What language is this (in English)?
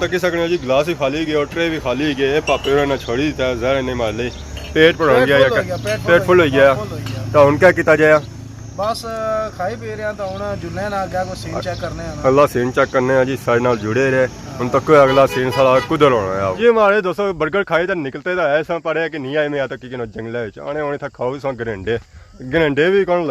Pahari-Potwari